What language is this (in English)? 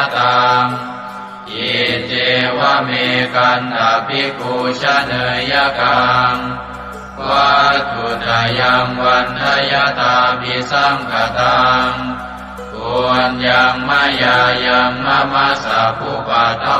Pali